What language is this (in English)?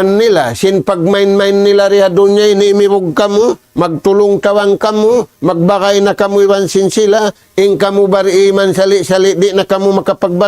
Tausug